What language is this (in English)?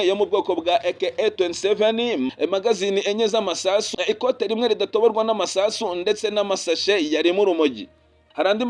Kinyarwanda